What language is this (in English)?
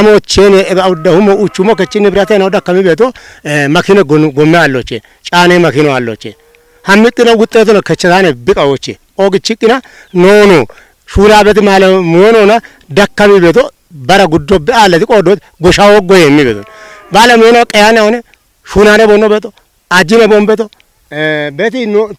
Kafa